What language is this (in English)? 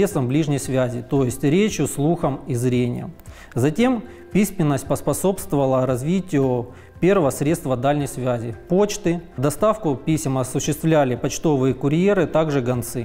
Russian